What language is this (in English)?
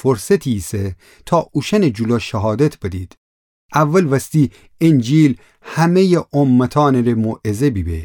Gilaki